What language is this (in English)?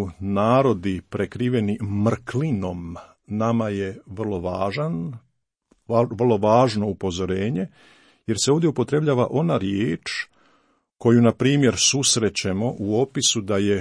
Croatian